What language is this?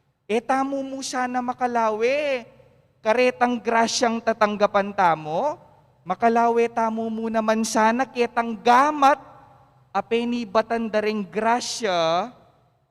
Pampanga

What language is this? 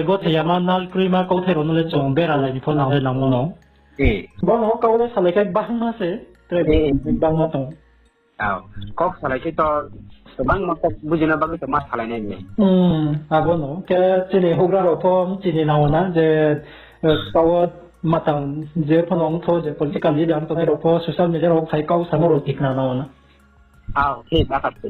Riang (India)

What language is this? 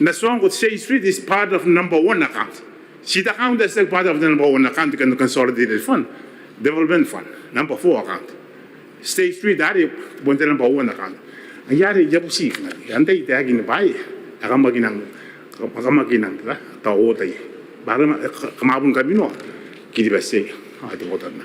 Gilbertese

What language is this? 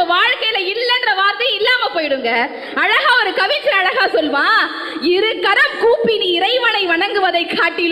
Tamil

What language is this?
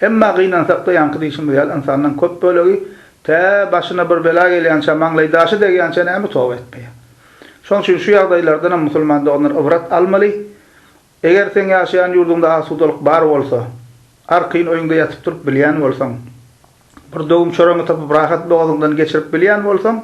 Turkmen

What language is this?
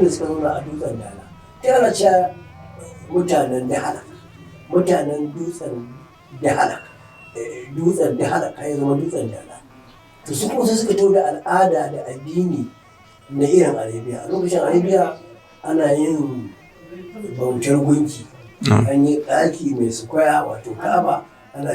Hausa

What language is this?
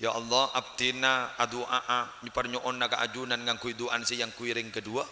Madurese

